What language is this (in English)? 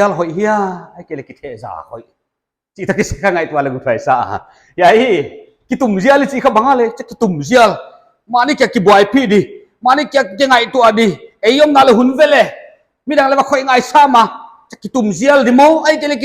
Paite Chin